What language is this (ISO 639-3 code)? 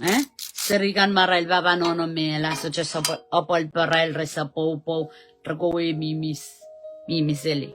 pon